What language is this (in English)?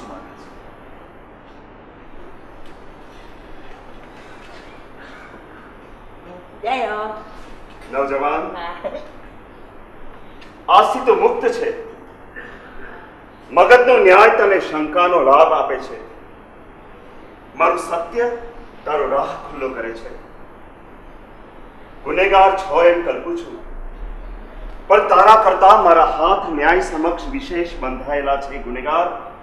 Gujarati